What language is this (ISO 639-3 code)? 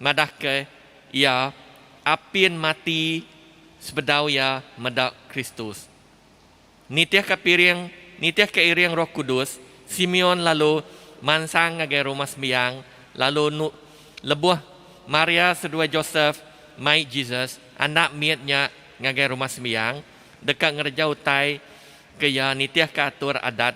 iba